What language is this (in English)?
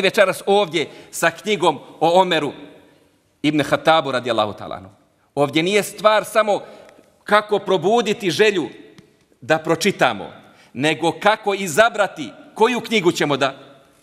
Bosnian